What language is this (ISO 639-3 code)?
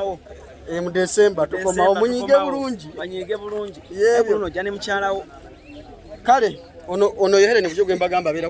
lug